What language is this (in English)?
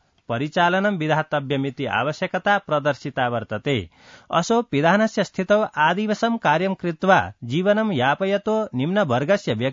Sanskrit